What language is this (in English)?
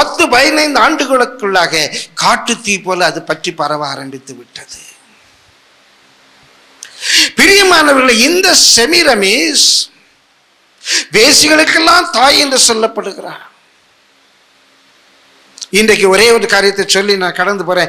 Tamil